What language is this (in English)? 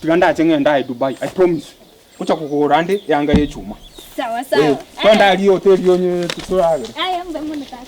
Gusii